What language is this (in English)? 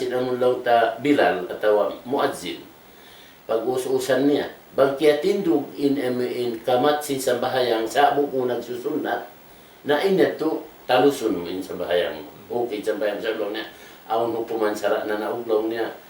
Tausug